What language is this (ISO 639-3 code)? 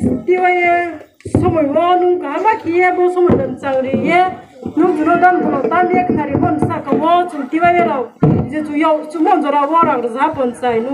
ria